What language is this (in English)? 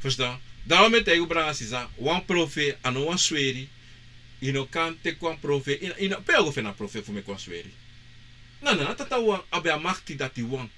Sranan Tongo